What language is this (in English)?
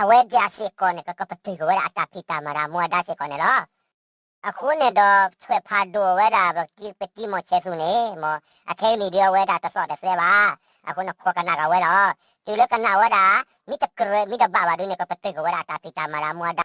S'gaw Karen